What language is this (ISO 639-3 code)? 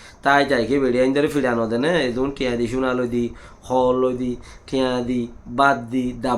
rhg